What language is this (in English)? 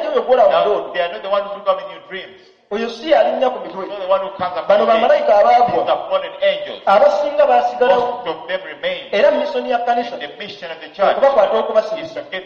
Ganda